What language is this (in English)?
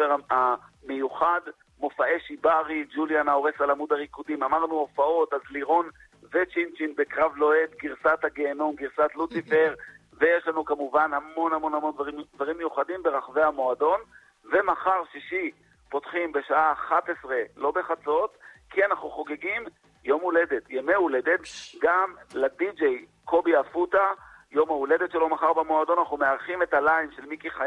Hebrew